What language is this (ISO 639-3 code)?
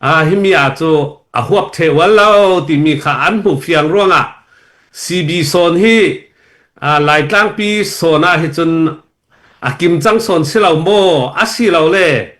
cnh